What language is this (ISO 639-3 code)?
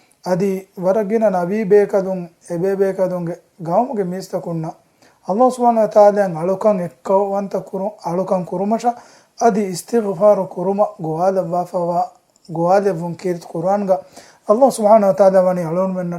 div